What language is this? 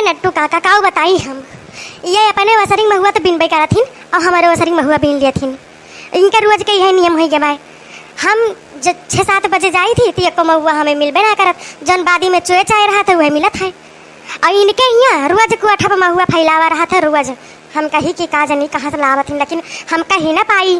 Awadhi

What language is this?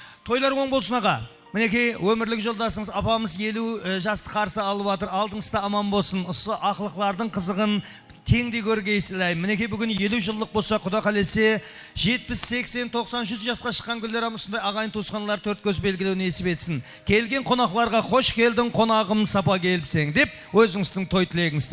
Kara-Kalpak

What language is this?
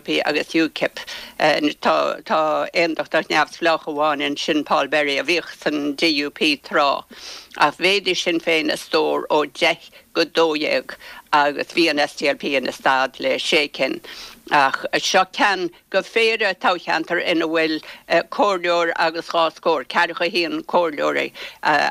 Irish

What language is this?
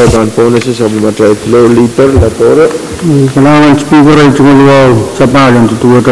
Pohnpeian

